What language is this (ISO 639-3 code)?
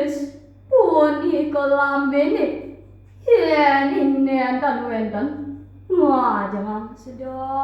ban